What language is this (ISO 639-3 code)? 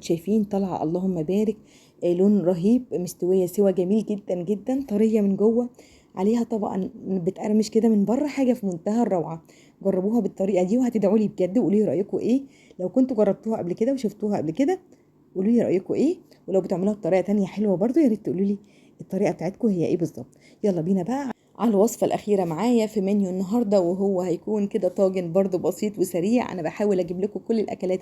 arz